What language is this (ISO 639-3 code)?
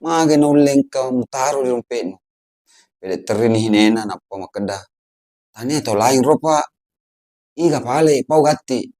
bug